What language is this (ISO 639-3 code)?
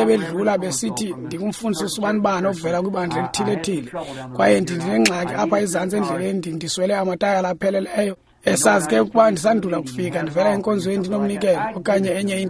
xho